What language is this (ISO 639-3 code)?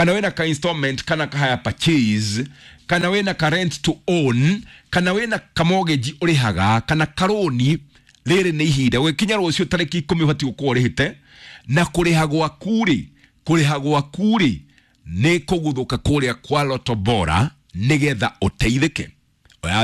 kik